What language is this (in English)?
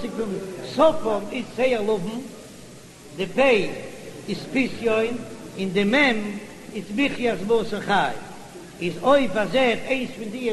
Yiddish